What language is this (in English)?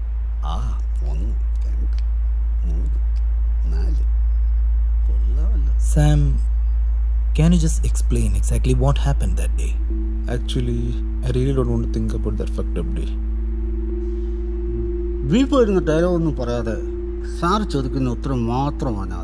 Malayalam